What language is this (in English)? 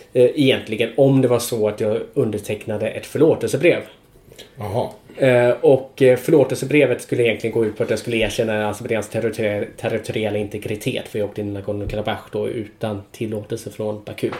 Swedish